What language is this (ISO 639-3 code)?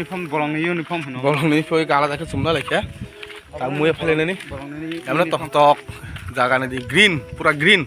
trp